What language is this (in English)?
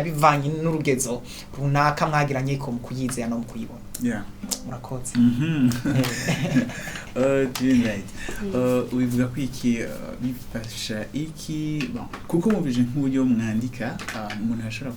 Rundi